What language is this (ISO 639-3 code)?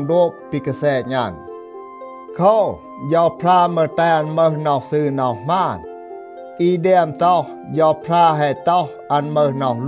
tha